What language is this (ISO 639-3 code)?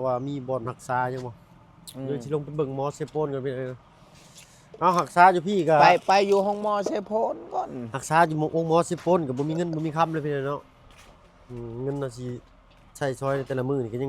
lao